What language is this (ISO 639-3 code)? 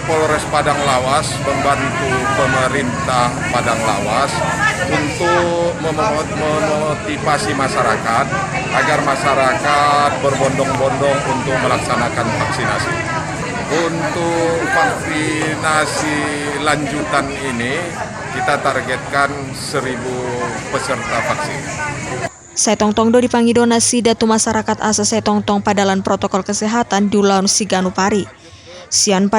bbc